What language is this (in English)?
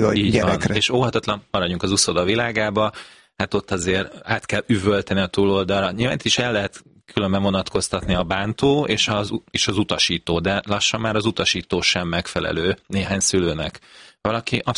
Hungarian